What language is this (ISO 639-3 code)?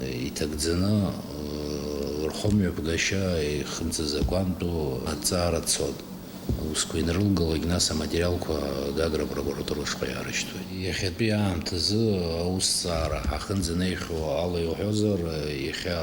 abk